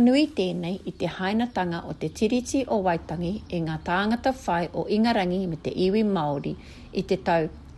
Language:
Māori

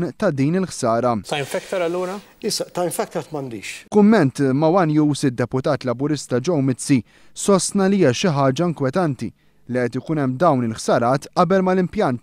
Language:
Maltese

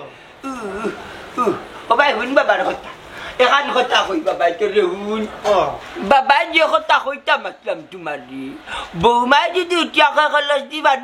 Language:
Sylheti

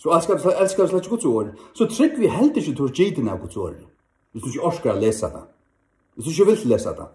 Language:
Faroese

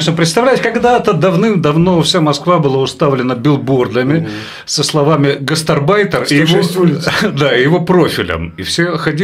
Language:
Russian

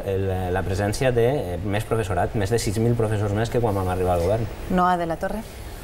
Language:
Catalan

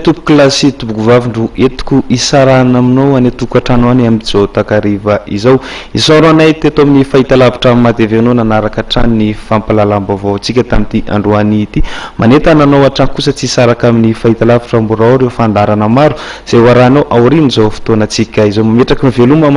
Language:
Malagasy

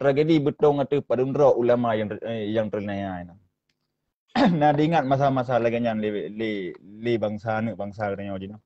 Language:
Achinese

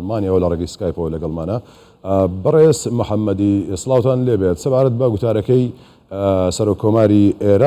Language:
Central Kurdish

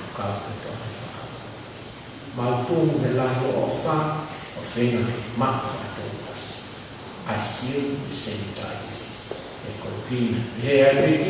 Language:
Tongan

